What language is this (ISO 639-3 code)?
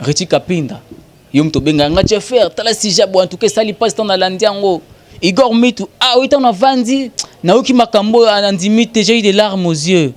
lin